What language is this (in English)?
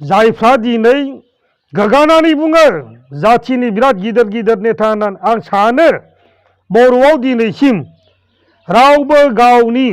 Bodo